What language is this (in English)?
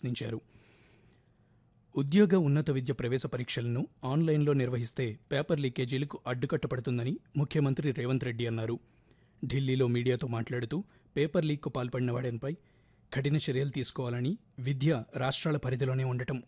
Telugu